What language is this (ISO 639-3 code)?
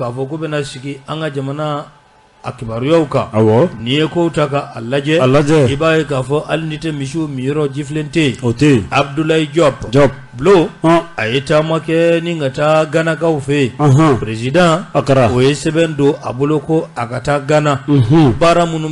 bam